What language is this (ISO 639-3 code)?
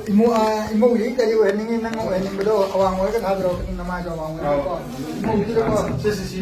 mni